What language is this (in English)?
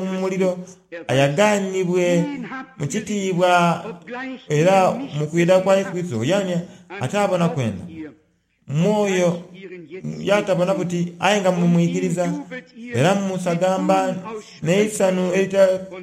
Soga